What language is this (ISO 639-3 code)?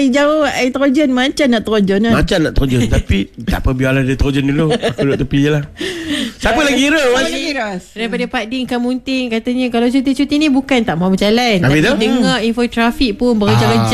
msa